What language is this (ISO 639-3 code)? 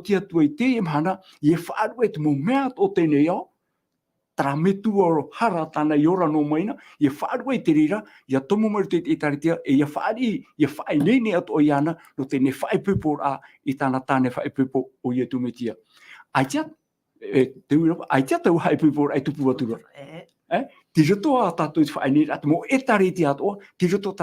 tah